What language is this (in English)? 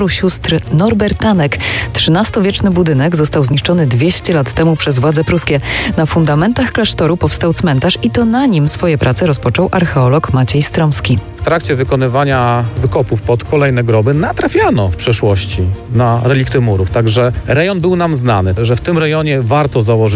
Polish